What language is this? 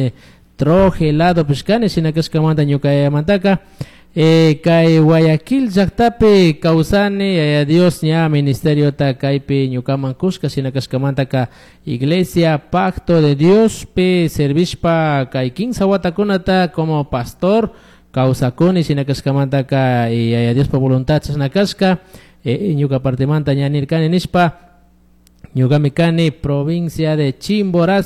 Chimborazo Highland Quichua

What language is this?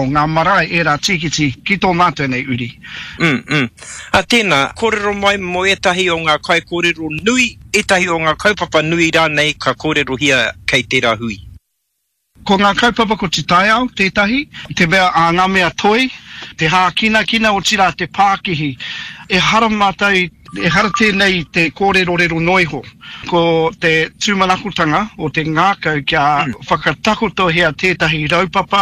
Māori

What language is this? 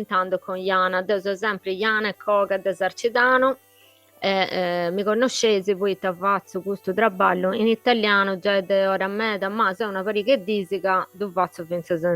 Sardinian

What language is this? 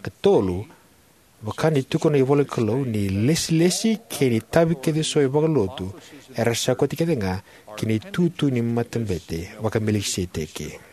Fijian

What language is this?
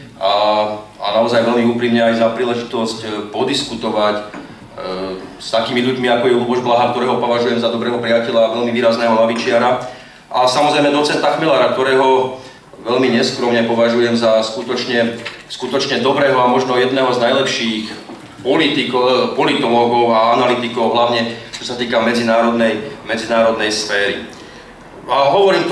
Slovak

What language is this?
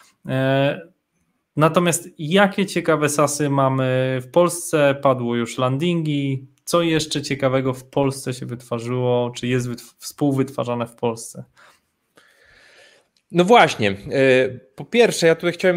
Polish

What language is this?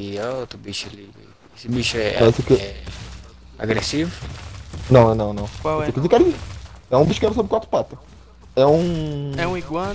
Portuguese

